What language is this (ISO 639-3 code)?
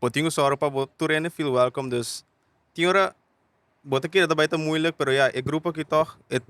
pap